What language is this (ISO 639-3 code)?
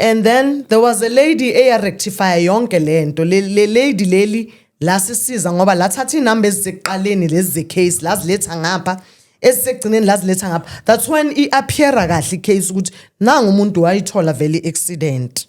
zul